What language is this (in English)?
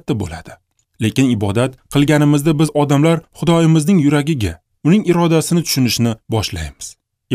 Uzbek